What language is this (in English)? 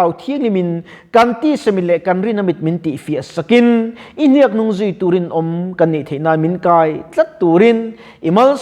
Mizo